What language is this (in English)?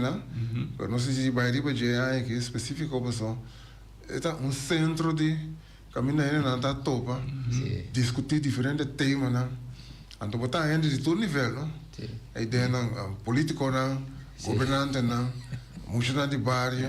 Papiamento